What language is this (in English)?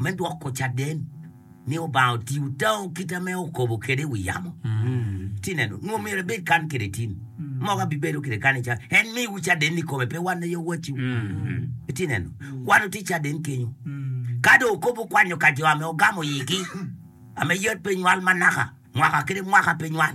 Acoli